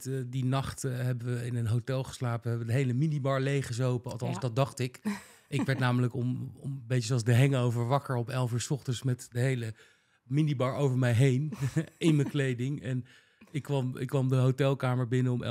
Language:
Dutch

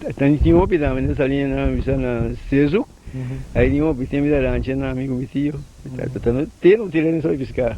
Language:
Papiamento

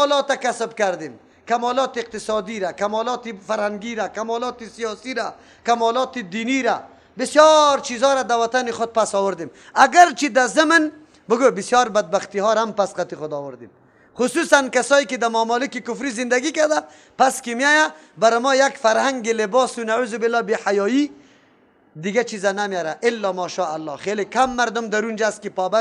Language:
Persian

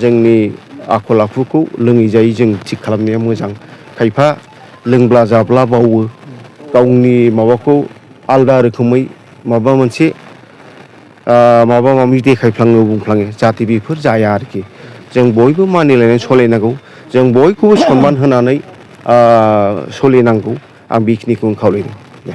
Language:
Bodo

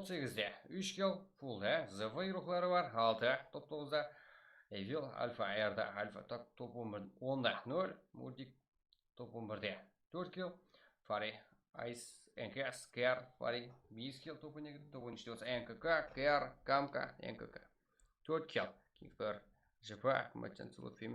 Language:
Kara-Kalpak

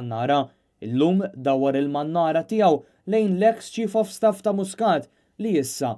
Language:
Maltese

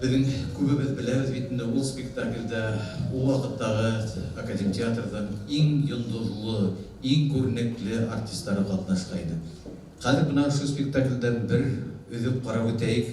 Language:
Bashkir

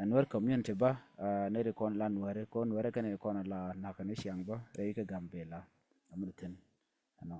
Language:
Nuer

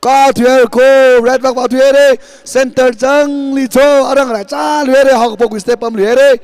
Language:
Tangkhul Naga (India)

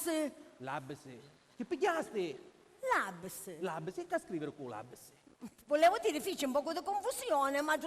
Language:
Sicilian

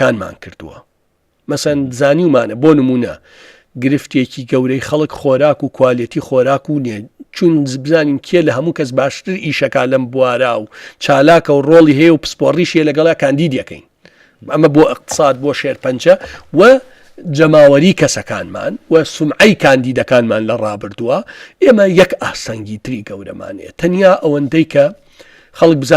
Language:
Central Kurdish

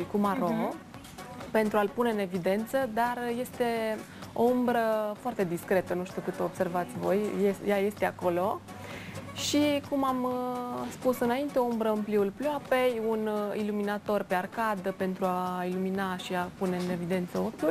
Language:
Romanian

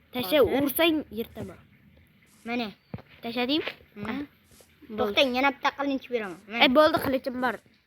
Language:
Uzbek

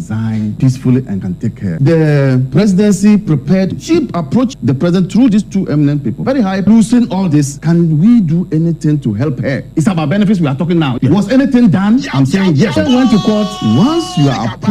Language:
Akan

